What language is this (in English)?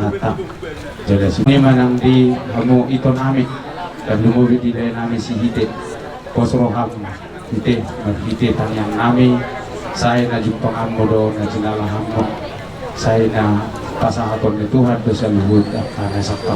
Batak Toba